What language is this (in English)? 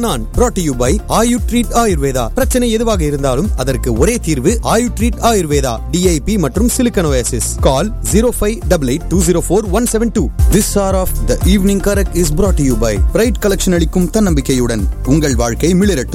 Tamil